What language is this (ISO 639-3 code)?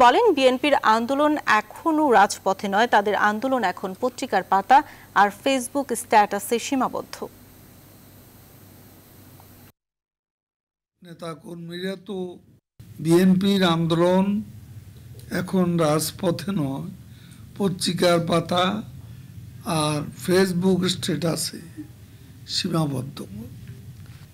ben